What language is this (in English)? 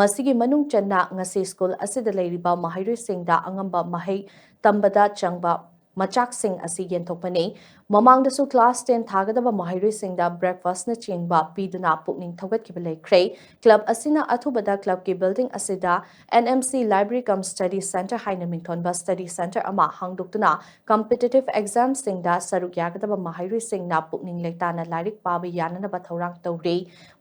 Manipuri